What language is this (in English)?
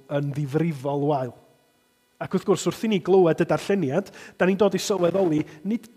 Welsh